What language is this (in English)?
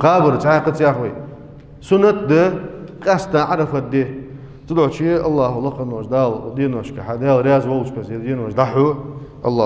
Ingush